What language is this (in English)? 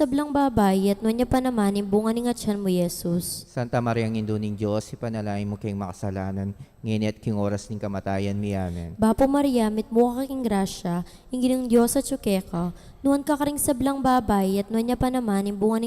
Pampanga